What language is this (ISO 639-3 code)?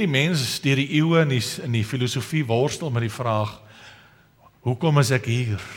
afr